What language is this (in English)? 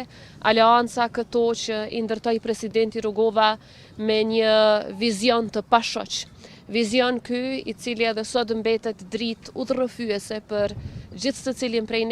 Albanian